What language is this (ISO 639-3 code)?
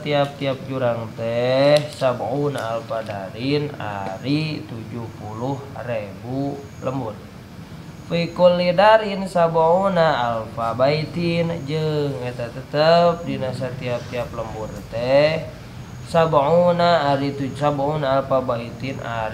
sun